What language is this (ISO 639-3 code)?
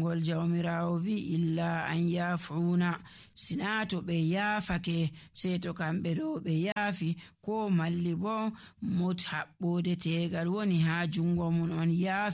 fuv